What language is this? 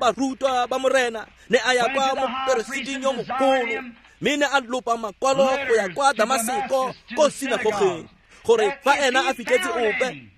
Tswana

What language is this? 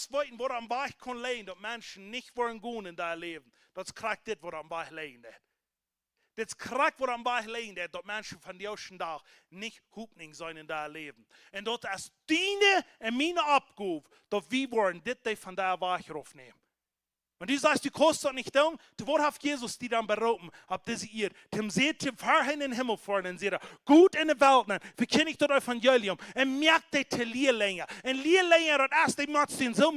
Plautdietsch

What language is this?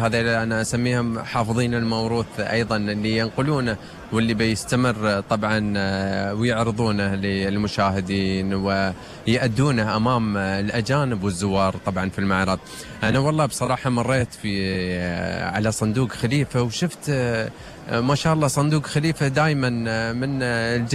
Gulf Arabic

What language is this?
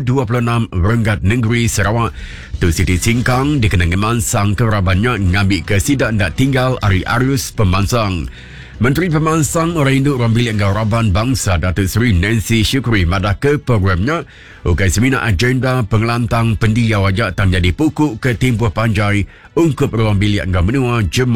Iban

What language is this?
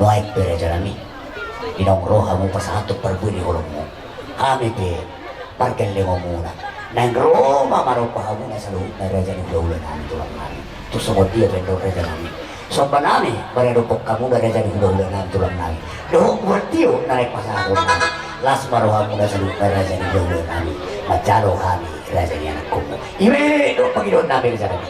Batak Toba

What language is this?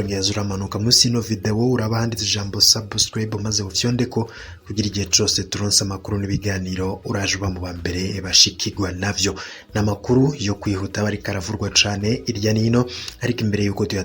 Rundi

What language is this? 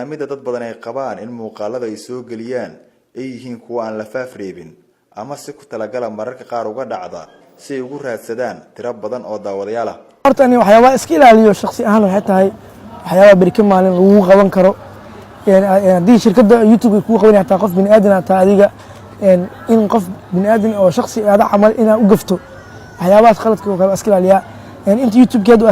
Somali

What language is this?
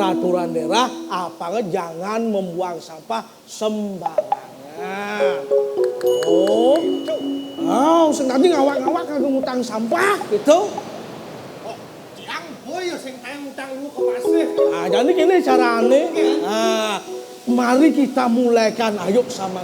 Balinese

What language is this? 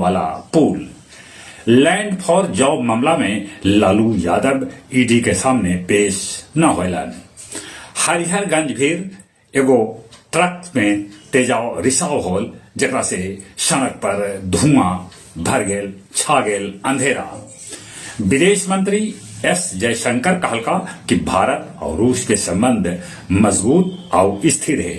Magahi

